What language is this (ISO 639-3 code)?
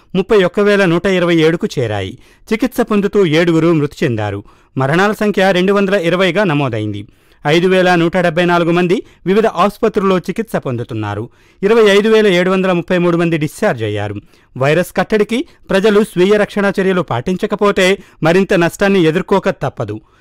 tel